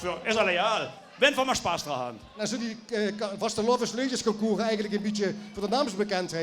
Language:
Limburgish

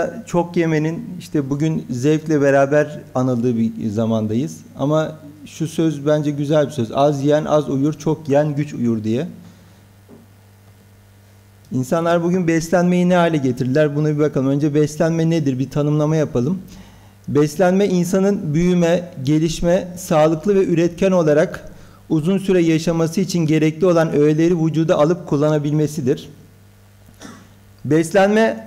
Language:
Turkish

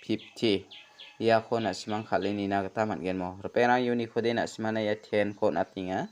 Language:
Garo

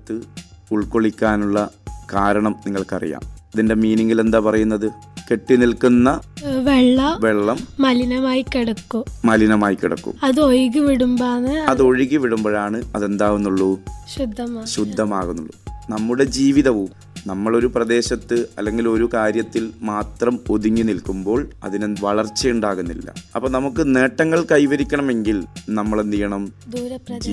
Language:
Malayalam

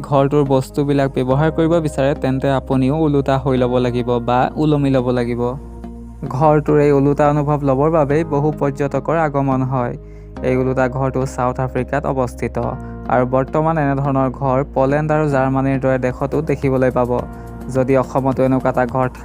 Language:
Assamese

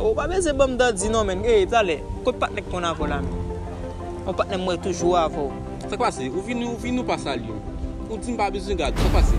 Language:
Haitian Creole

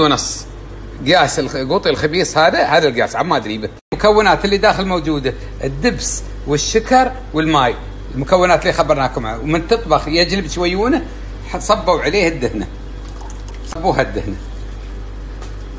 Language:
Gulf Arabic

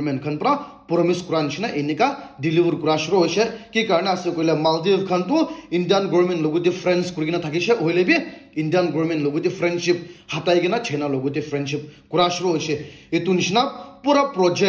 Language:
Naga Pidgin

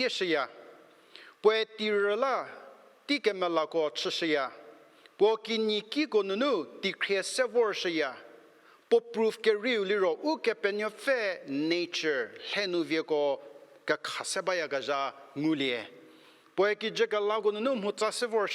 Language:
Angami Naga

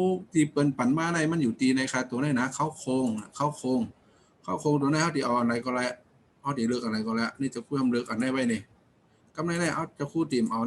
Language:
Shan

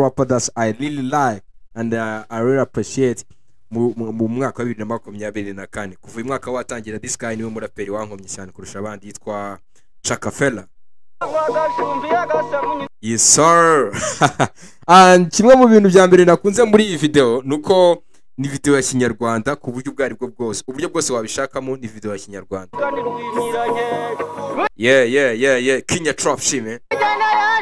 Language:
Kinyarwanda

